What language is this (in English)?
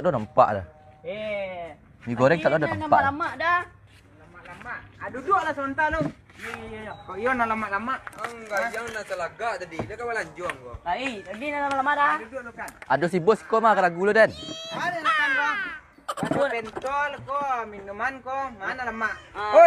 Minangkabau